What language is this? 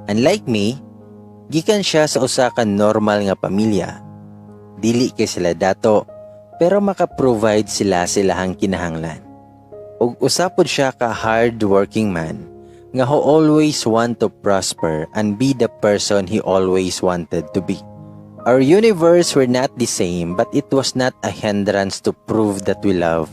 Cebuano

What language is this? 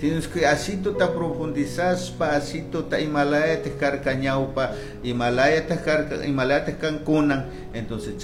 Chimborazo Highland Quichua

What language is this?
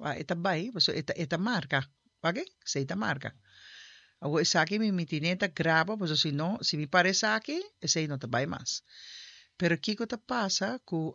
Papiamento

